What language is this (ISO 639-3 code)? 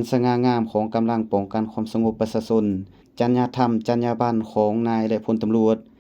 lao